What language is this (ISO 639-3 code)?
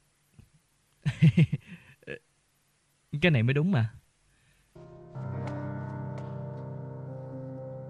vie